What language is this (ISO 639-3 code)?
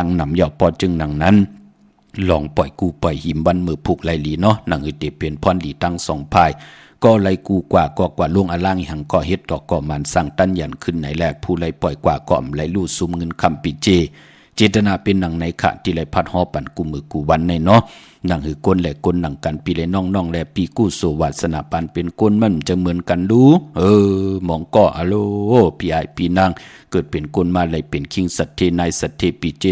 shn